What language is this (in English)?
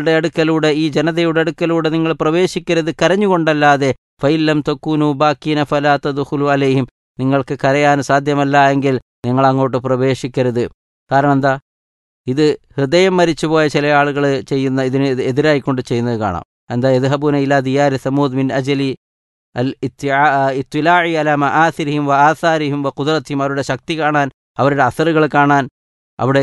Malayalam